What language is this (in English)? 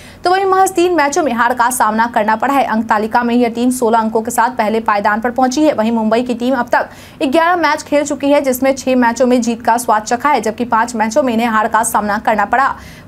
Hindi